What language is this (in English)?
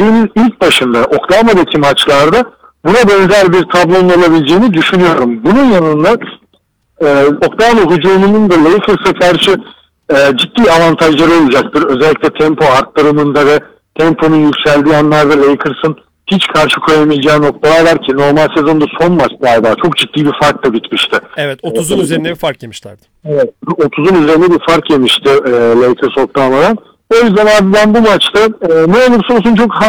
Turkish